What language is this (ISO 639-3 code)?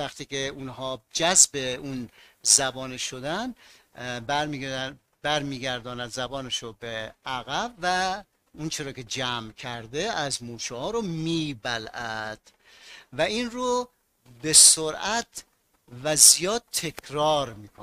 fas